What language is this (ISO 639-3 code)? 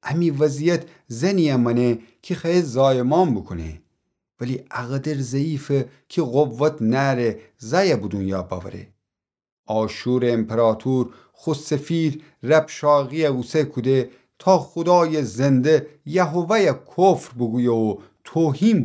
glk